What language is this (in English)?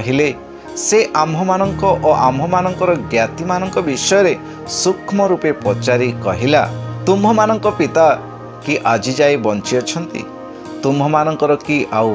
Odia